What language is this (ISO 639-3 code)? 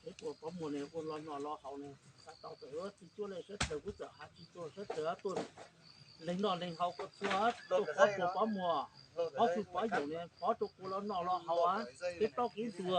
hmn